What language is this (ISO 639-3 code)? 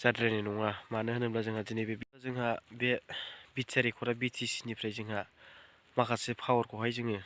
brx